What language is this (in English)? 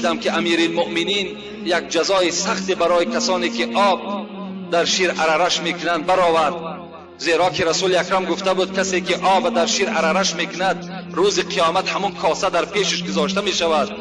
Tajik